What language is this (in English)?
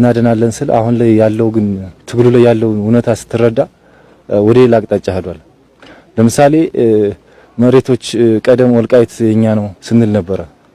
Amharic